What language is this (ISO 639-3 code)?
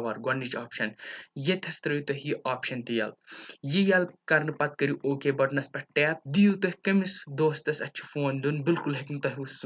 kas